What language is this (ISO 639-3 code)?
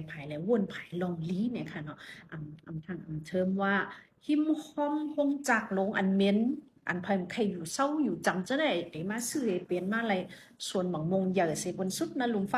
shn